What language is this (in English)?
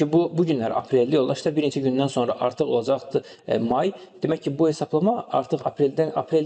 Azerbaijani